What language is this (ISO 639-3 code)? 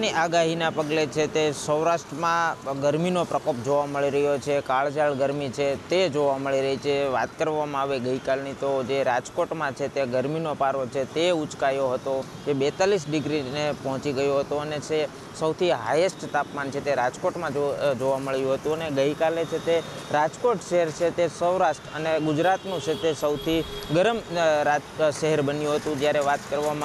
guj